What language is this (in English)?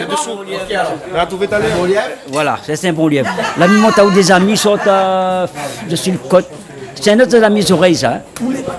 Réunion Creole French